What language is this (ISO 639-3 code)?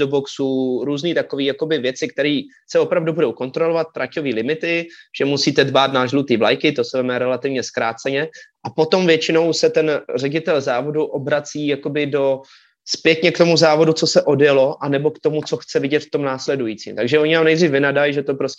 ces